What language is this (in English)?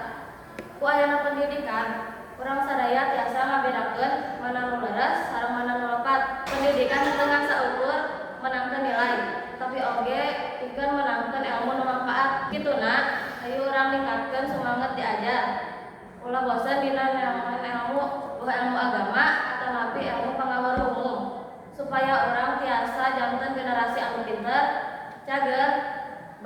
Sundanese